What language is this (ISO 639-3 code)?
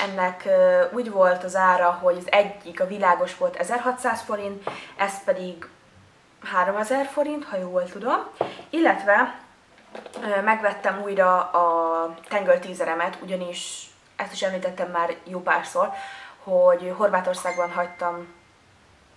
hun